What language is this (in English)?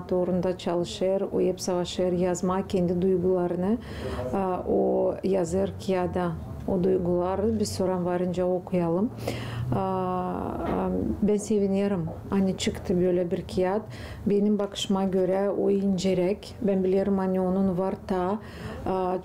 Gagauz